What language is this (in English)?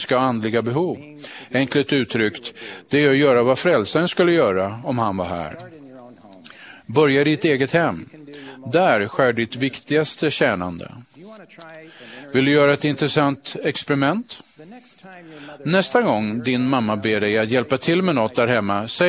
Swedish